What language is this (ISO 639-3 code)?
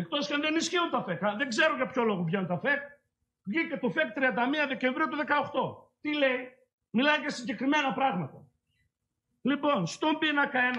ell